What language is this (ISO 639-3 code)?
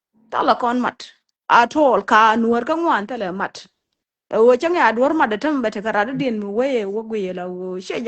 nus